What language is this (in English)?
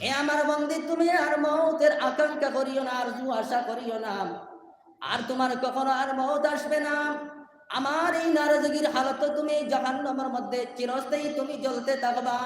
Sylheti